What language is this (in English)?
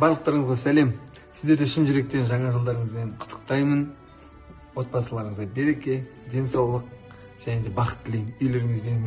Kazakh